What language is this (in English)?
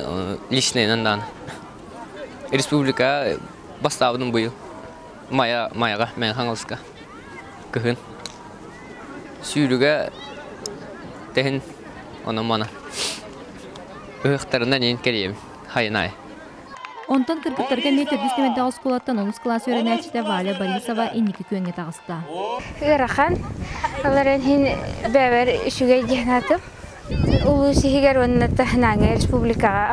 Yakut